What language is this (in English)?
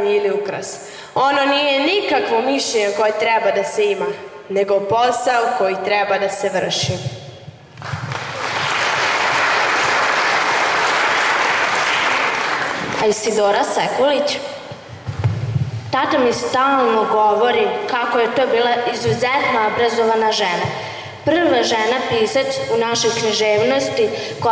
Serbian